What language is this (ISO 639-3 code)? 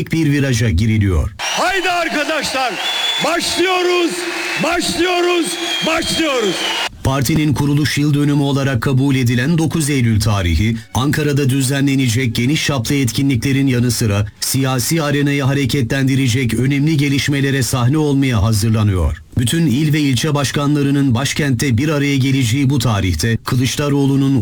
tur